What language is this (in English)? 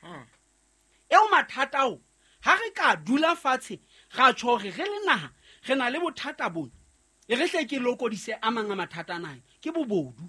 Southern Sotho